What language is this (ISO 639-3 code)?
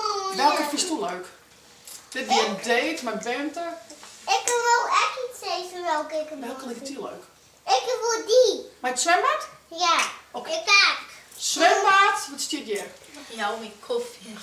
fry